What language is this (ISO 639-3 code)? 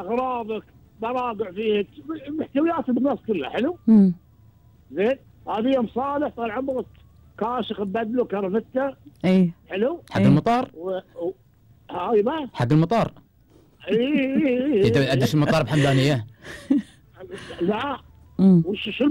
afb